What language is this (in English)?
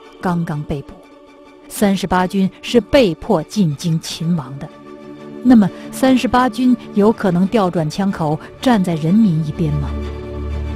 Chinese